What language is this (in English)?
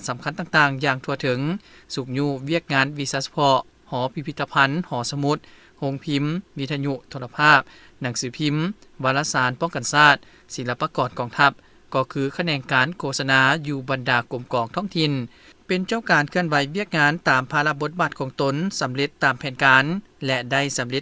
Lao